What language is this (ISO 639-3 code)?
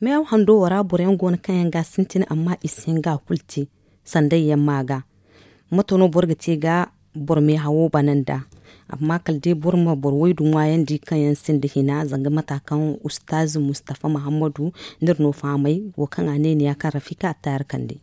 dje